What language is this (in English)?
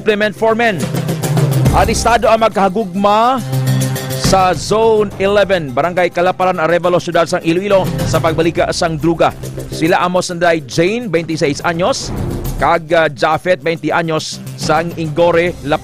Hiligaynon